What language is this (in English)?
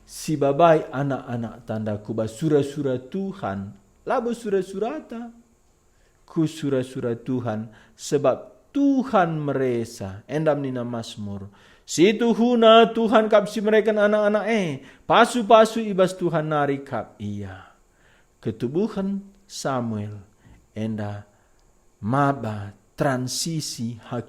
Batak Karo